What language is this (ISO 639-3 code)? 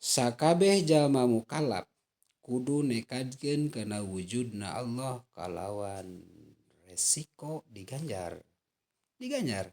sun